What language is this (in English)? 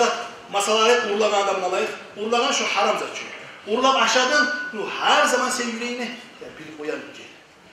Kumyk